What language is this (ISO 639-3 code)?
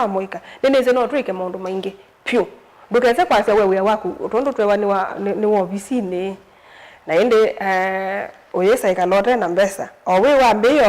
kam